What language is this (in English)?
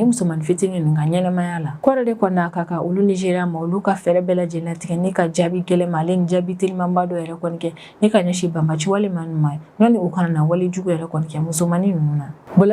Bambara